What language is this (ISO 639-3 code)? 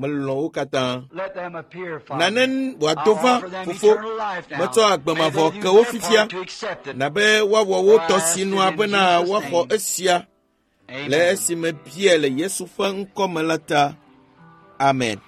ewe